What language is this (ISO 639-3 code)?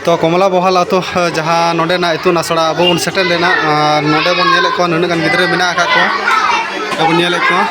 sat